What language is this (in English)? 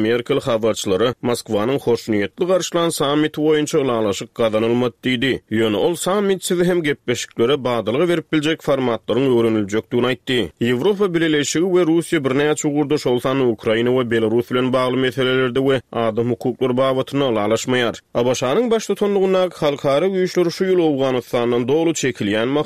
Turkmen